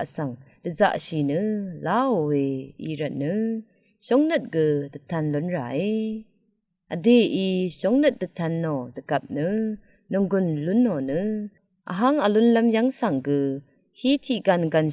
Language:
Rawang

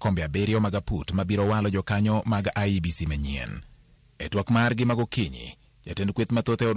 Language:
Luo (Kenya and Tanzania)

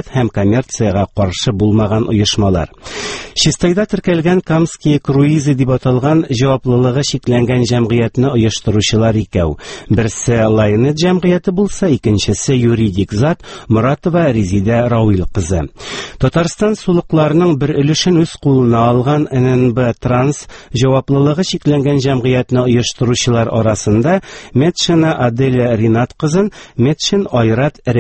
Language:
Tatar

